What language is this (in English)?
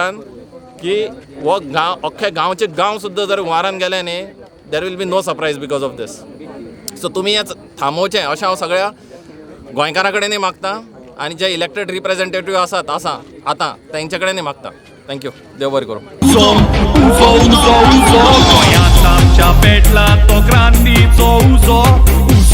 Konkani